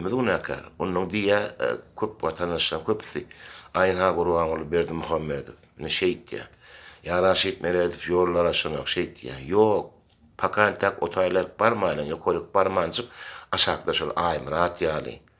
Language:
Turkmen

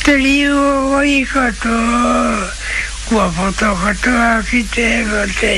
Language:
Māori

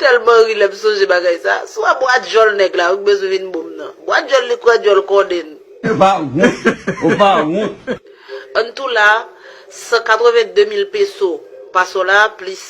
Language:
Haitian Creole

